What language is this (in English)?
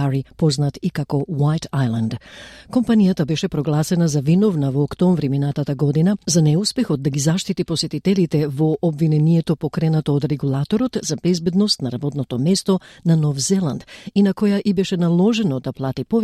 Macedonian